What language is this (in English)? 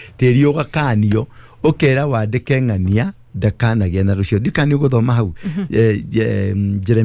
Kikuyu